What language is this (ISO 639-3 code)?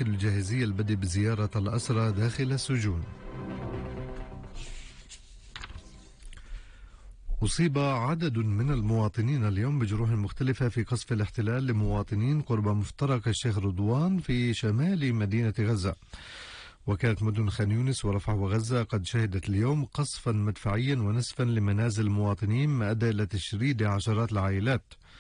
ara